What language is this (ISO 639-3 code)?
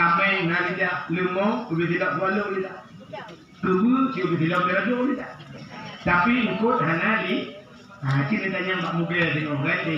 ace